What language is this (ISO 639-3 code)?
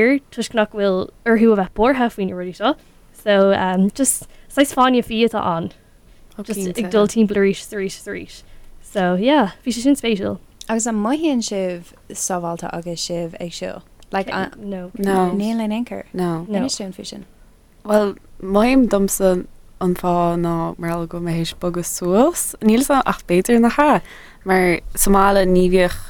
gle